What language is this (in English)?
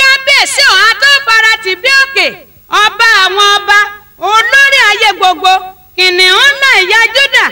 Yoruba